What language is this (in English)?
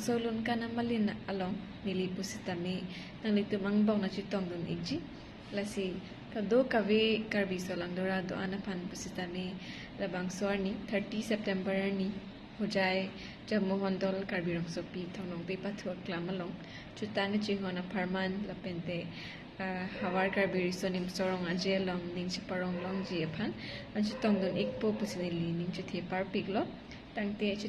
Karbi